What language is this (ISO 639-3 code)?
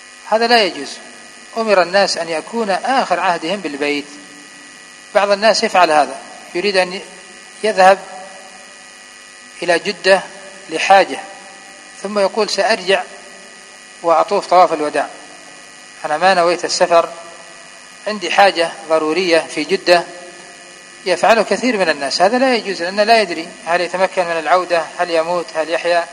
ara